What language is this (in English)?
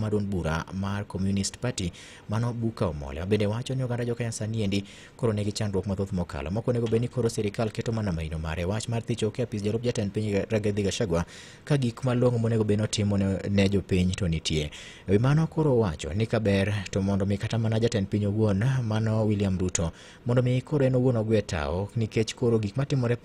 Luo (Kenya and Tanzania)